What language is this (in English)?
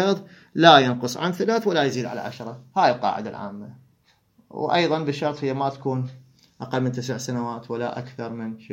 Mesopotamian Arabic